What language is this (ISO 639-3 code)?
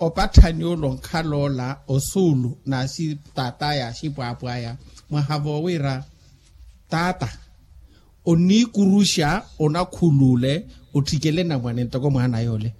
vmw